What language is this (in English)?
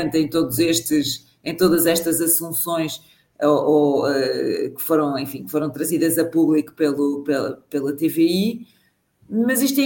Portuguese